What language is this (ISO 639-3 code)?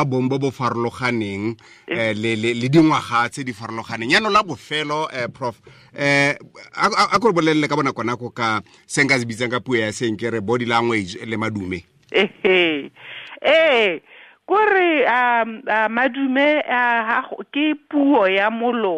tsn